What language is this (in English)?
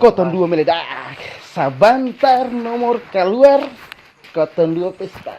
Ambonese Malay